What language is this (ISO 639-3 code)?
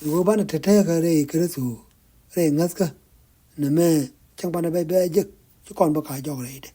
nus